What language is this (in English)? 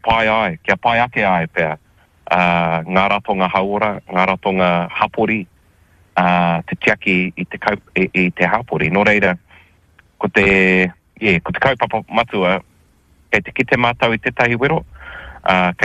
Māori